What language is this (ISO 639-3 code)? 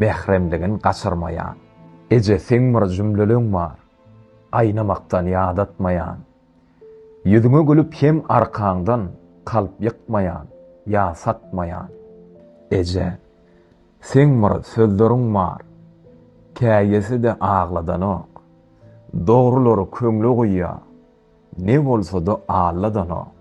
tuk